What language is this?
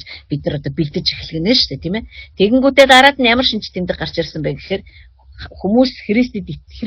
Mongolian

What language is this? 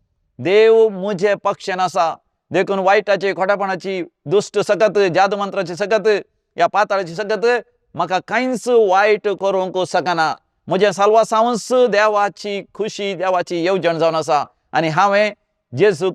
Konkani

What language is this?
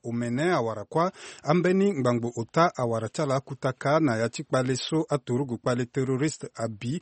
Sango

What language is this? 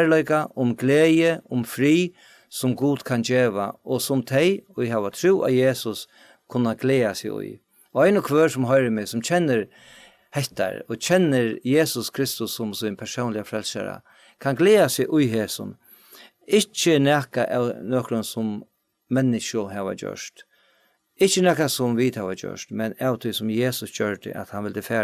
Faroese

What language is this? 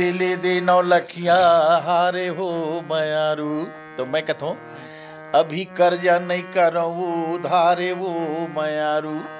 Chhattisgarhi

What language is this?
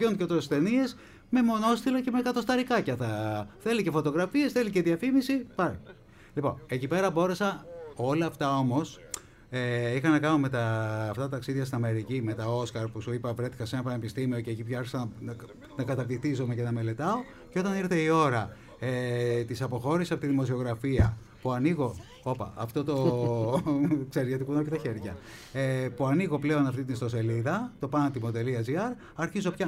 Greek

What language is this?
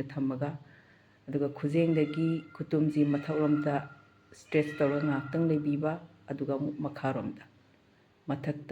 Manipuri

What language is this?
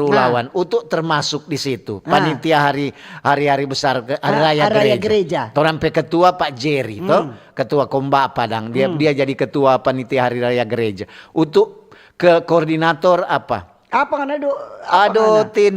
Manado Malay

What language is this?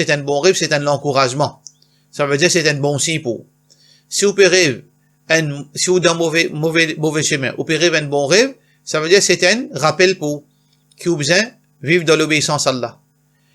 Morisyen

